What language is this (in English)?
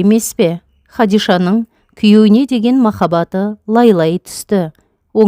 Kazakh